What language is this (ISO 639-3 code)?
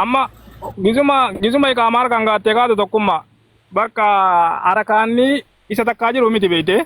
orm